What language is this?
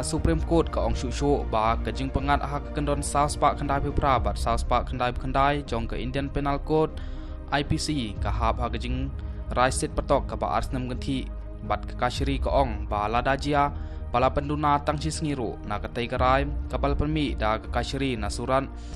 Khasi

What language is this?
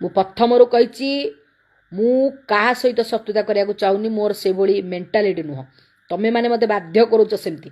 Odia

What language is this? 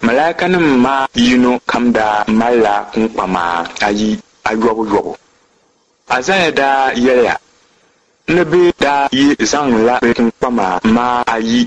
Dagbani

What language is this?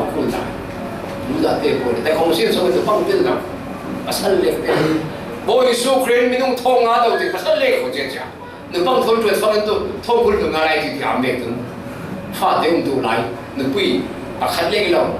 Falam Chin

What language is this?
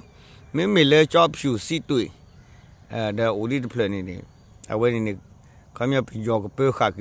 S'gaw Karen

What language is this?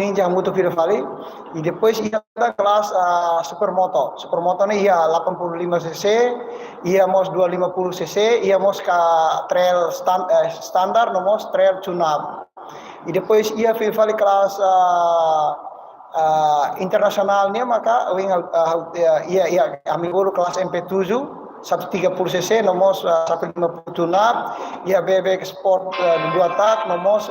Tetum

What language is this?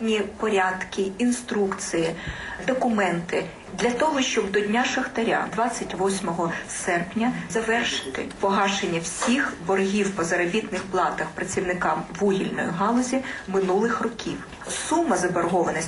Ukrainian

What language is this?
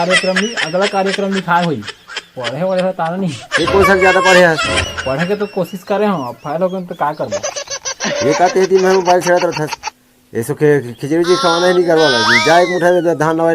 Chhattisgarhi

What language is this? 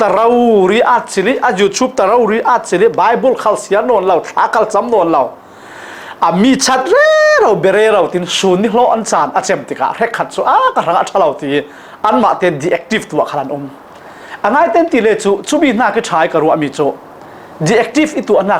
Falam Chin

